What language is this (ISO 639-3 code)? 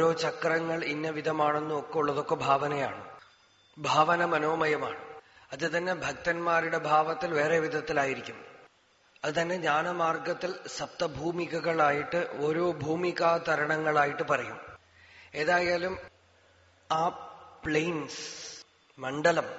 mal